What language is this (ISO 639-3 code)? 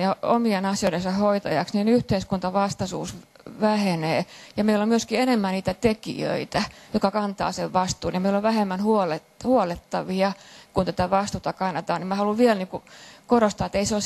fin